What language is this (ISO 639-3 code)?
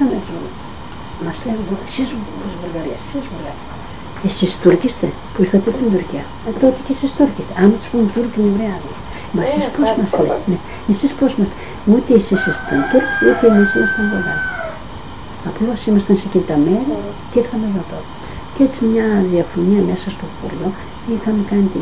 ell